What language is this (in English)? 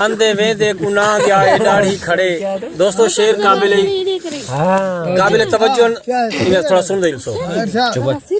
Saraiki